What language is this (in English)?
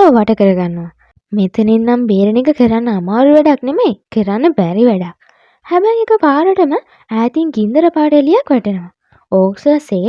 Sinhala